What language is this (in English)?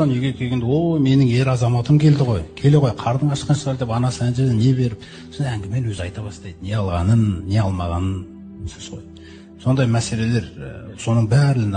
Kazakh